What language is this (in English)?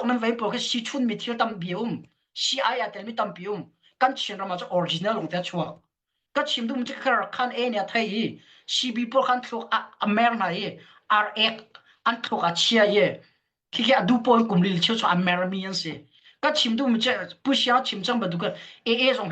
Hakha Chin